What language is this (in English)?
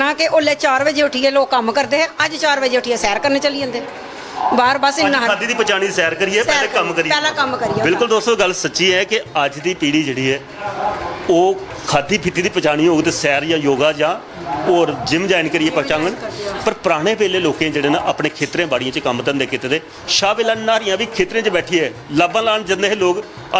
Dogri